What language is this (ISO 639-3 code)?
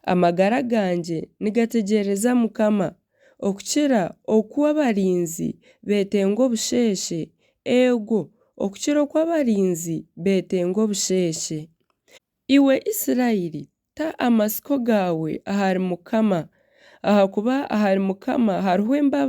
nyn